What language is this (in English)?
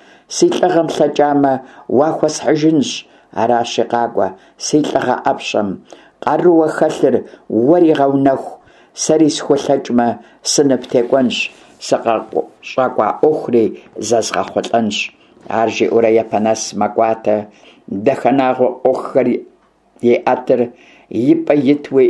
Kabardian